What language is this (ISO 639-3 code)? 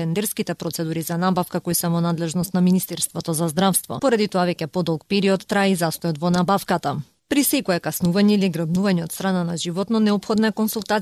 mkd